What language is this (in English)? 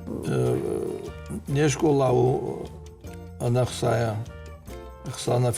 Ossetic